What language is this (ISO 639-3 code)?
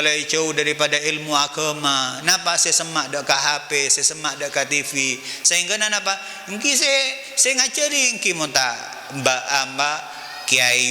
mad